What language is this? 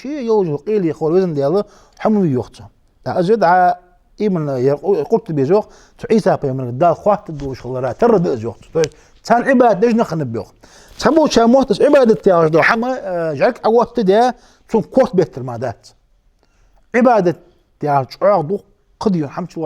Ingush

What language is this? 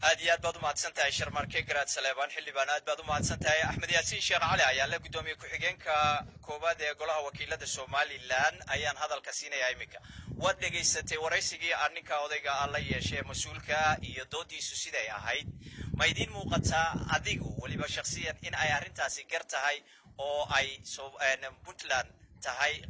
Somali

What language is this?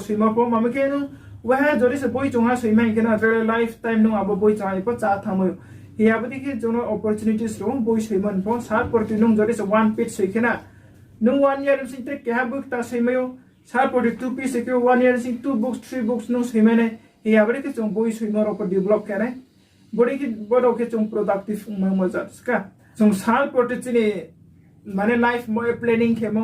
Riang (India)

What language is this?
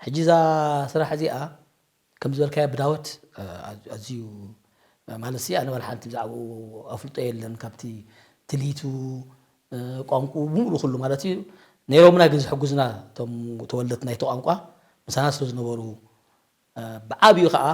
Tigrinya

